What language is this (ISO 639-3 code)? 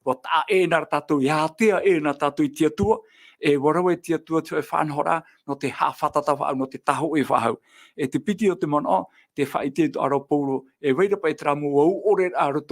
tah